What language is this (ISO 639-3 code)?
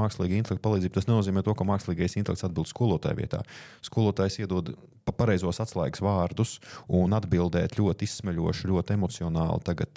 lav